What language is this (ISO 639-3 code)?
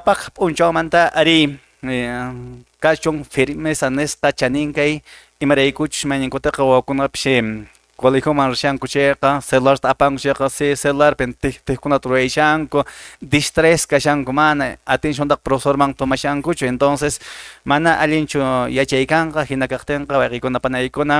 que